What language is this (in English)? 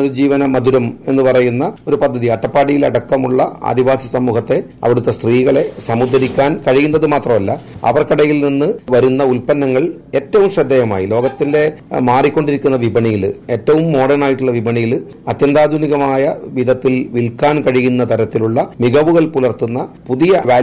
Malayalam